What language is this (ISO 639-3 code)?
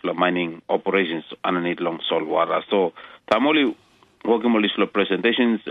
tpi